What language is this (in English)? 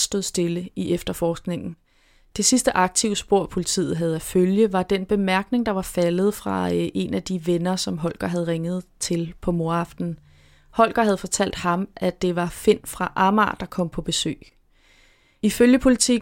Danish